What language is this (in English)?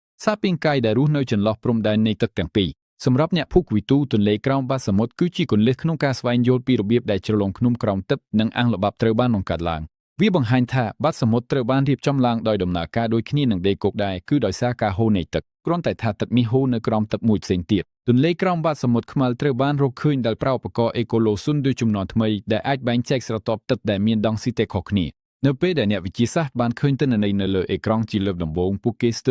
Khmer